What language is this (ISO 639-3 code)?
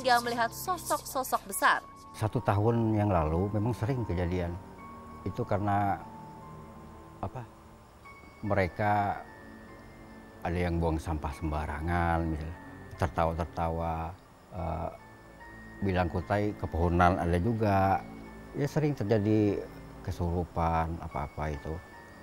ind